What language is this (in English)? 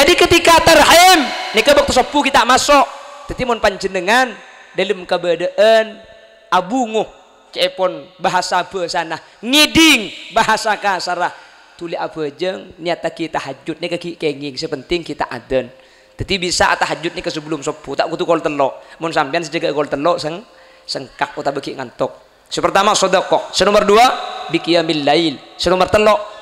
Madurese